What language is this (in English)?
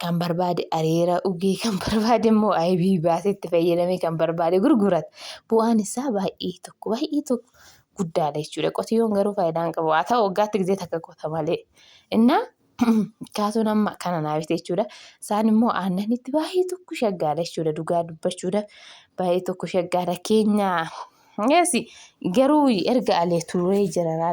Oromo